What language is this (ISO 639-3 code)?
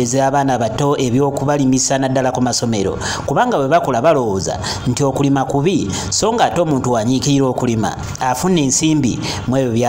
lug